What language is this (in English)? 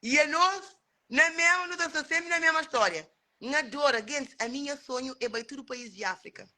Kabuverdianu